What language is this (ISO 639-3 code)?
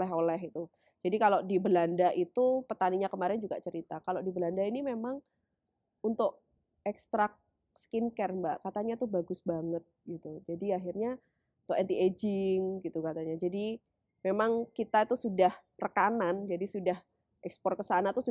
ind